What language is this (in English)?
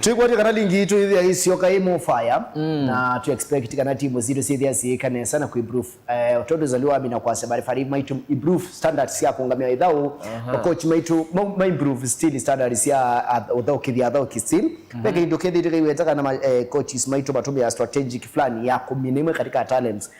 Kamba